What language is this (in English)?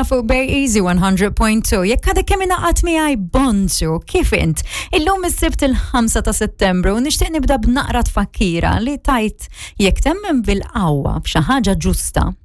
Maltese